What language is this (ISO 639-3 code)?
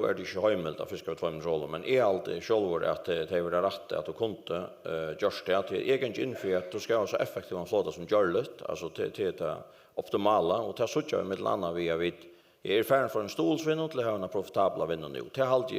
fao